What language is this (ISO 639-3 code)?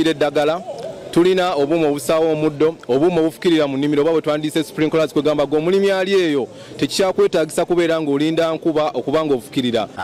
lug